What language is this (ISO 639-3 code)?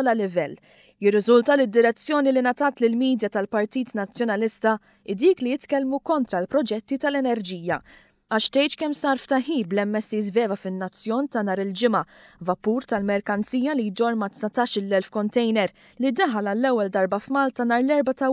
mlt